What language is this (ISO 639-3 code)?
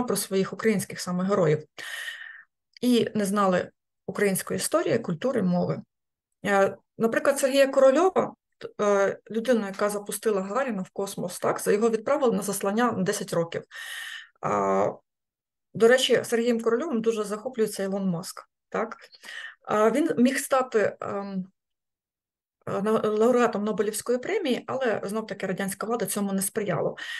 ukr